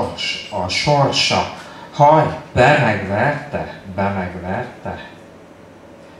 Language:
Hungarian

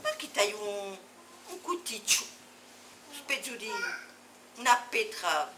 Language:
Corsican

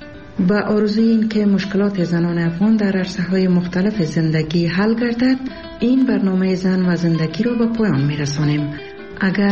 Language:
Persian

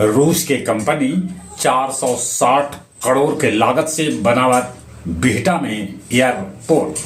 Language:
Magahi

